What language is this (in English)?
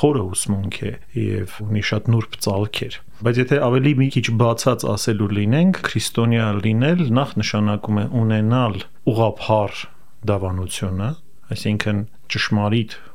Armenian